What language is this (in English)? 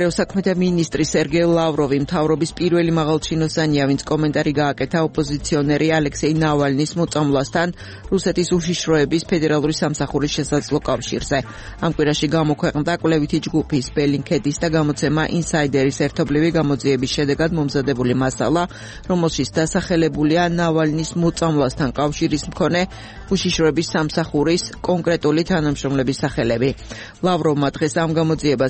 Georgian